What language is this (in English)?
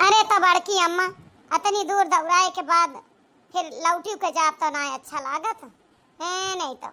Awadhi